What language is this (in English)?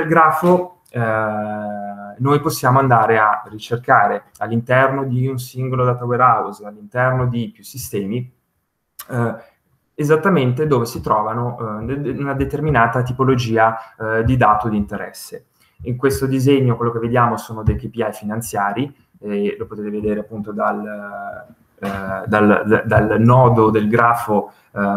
Italian